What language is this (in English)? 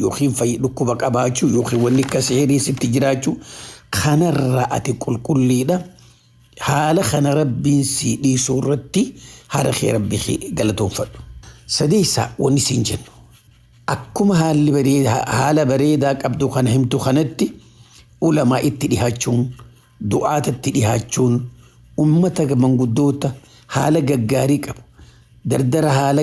Oromo